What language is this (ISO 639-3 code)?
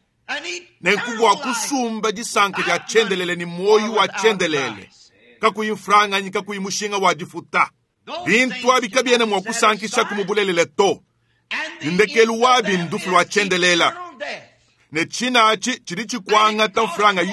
lua